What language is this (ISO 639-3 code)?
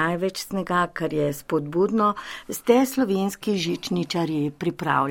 slv